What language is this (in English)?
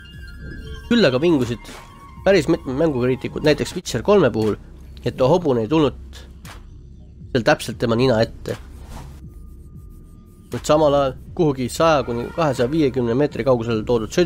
Estonian